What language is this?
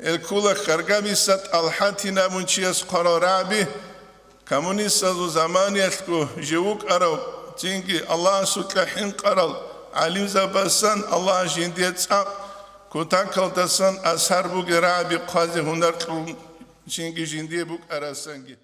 Avaric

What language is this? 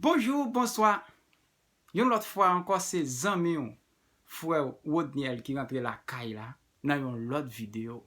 Haitian Creole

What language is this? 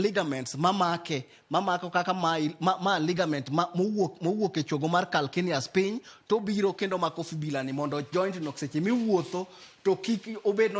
Luo (Kenya and Tanzania)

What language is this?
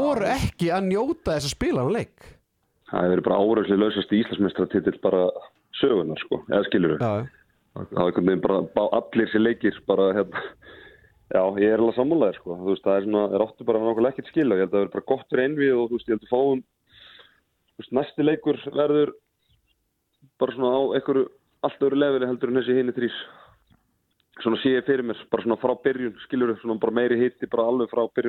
Icelandic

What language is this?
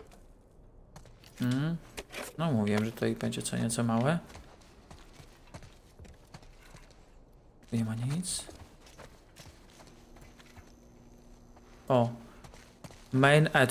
Polish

